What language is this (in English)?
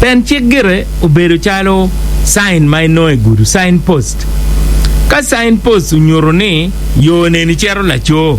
Acoli